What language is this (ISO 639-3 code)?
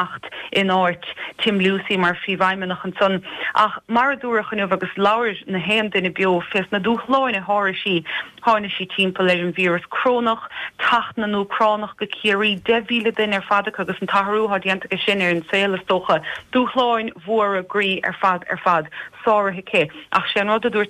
gle